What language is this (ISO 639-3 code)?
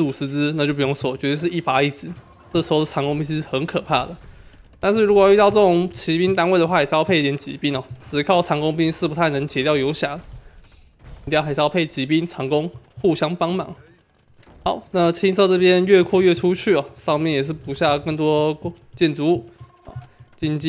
zho